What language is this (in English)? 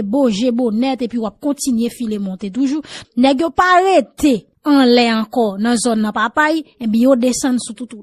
Haitian Creole